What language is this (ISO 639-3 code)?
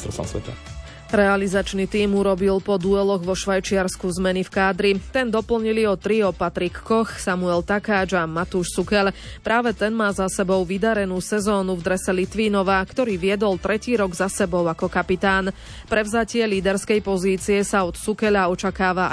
slk